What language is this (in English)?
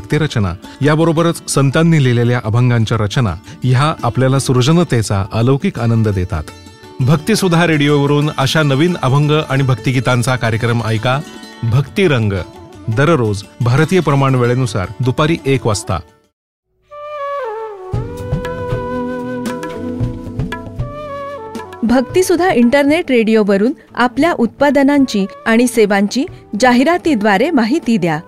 Marathi